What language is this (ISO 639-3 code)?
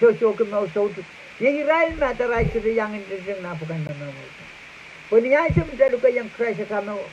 pon